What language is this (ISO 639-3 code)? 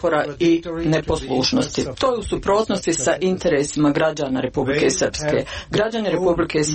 srp